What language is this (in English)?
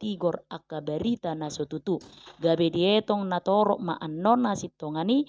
Batak Toba